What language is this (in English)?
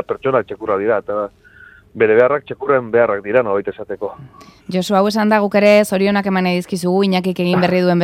Basque